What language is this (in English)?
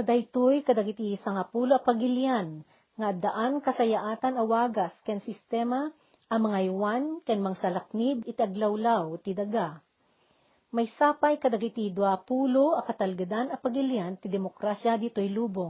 Iloko